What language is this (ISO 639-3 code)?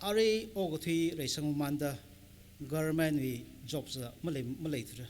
nmf